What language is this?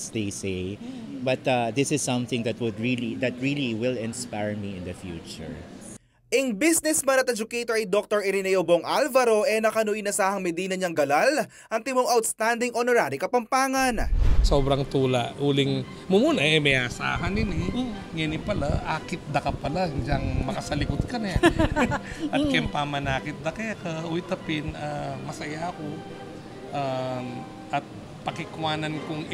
Pampanga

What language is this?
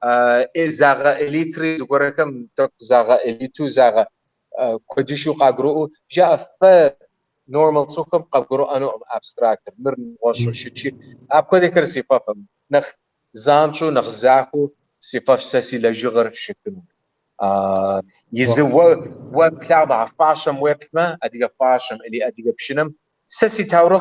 Kabardian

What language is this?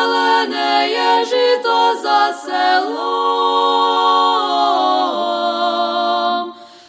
Ukrainian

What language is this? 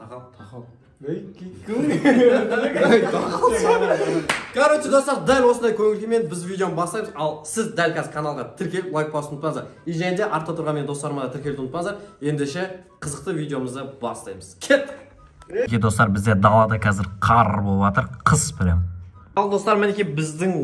Kazakh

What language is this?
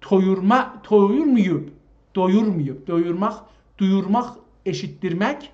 South Azerbaijani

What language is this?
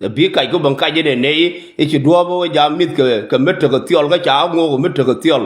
Nuer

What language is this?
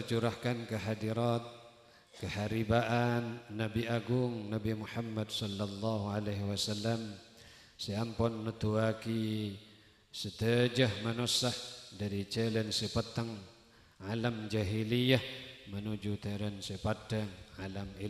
Madurese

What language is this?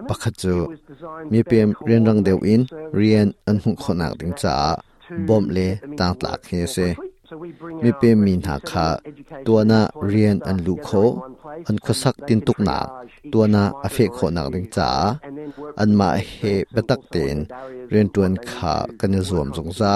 Hakha Chin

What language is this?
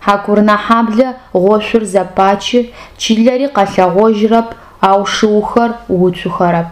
Adyghe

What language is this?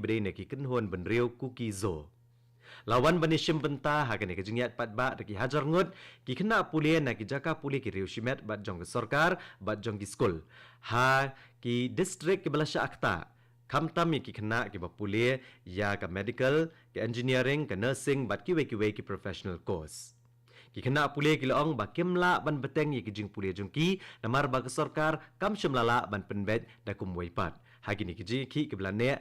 Khasi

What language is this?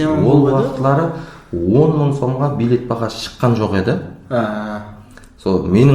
Kara-Kalpak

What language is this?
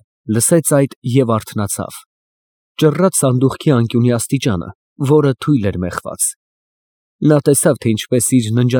Armenian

